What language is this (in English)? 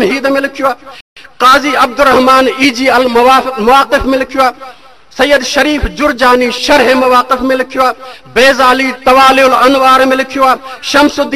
Sindhi